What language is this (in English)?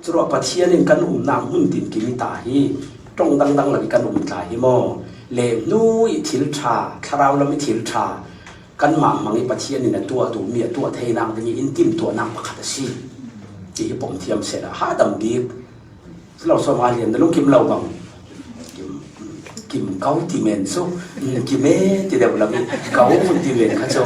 Falam Chin